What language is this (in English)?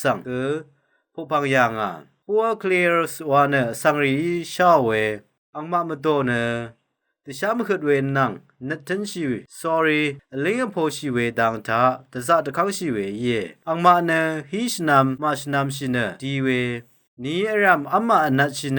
Rawang